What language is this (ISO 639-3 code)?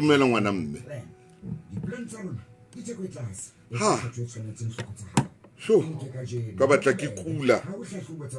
sot